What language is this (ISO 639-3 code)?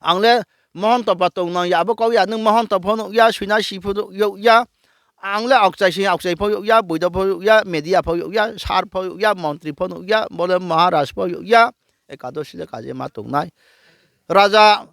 ria